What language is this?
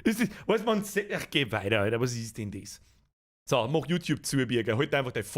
Bavarian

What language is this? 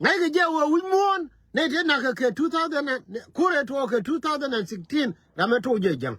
Nuer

